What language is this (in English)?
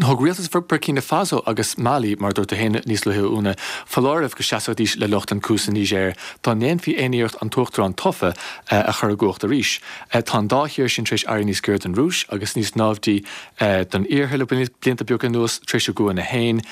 Irish